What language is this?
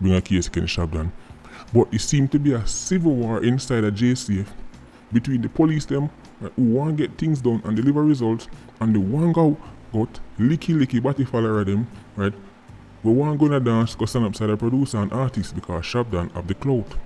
Jamaican Creole English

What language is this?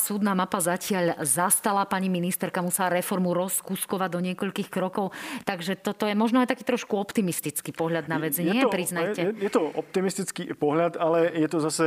Slovak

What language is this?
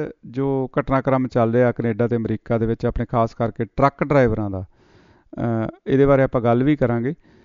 Punjabi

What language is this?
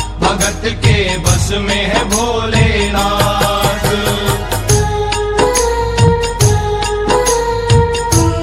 Haryanvi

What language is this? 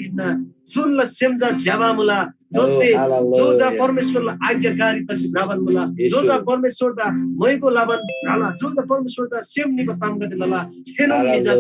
Eastern Tamang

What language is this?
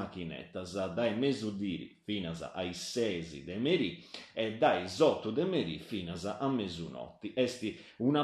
Sardinian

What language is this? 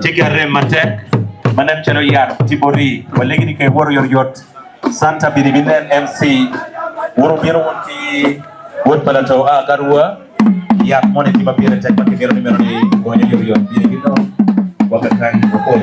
Acoli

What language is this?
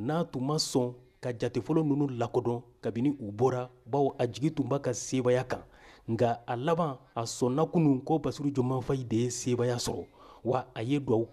Bambara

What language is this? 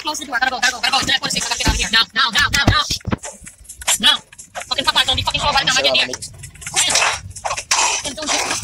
English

